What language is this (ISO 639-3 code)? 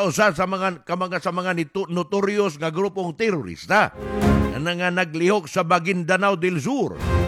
ceb